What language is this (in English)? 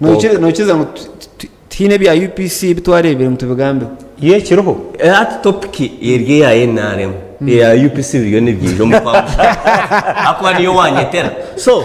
Nyankole